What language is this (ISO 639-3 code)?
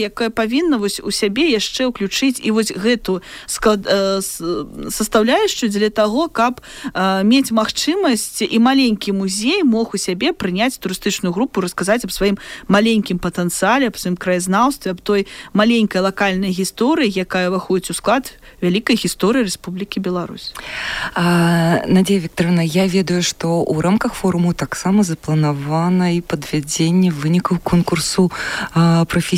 bel